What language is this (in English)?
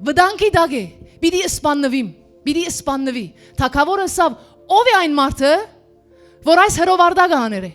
Western Armenian